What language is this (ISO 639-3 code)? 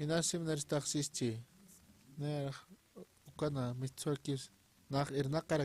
aym